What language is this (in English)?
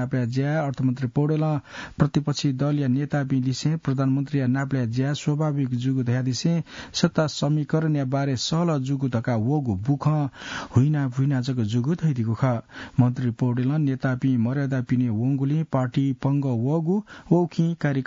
Newari